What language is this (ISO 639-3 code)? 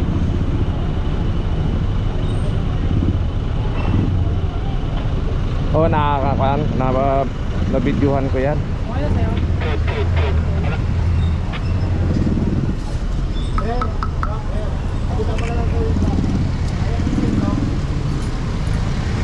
fil